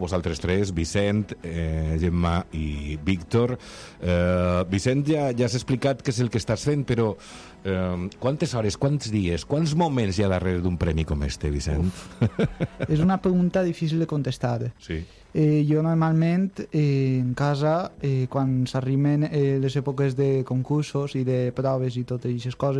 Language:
Catalan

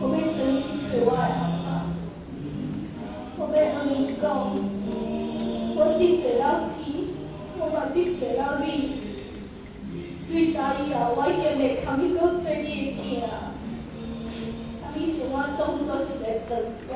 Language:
Min Nan Chinese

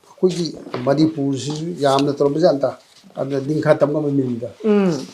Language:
Manipuri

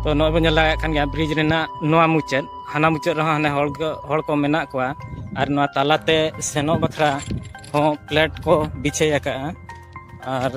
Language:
Santali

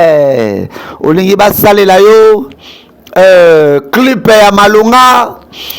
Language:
Lingala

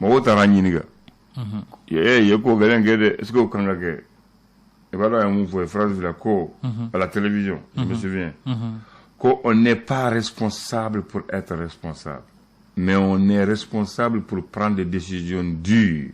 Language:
Bambara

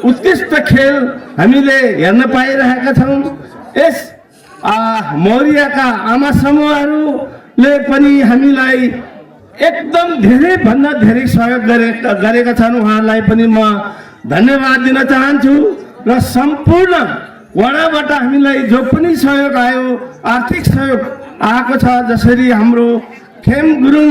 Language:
Nepali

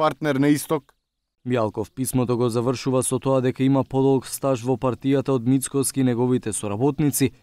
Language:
Macedonian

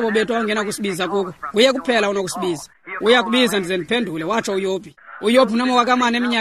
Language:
Xhosa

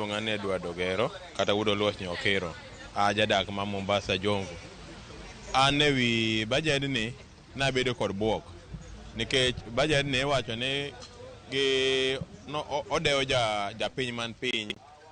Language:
Luo (Kenya and Tanzania)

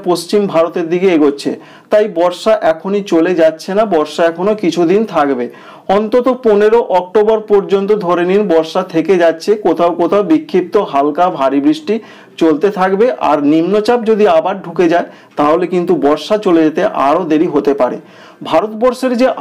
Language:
Bangla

